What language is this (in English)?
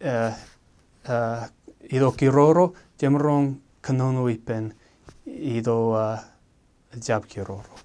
Marshallese